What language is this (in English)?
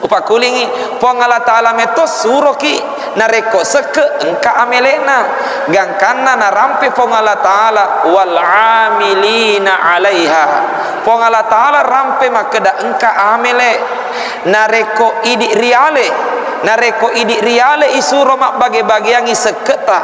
Buginese